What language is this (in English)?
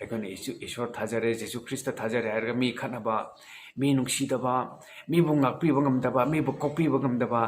Manipuri